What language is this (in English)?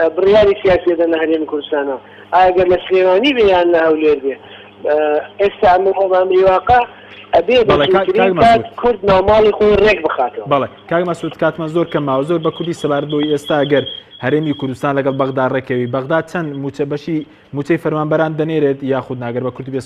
Central Kurdish